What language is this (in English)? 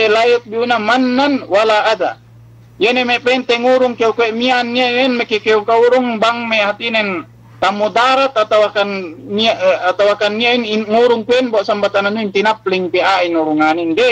Yakan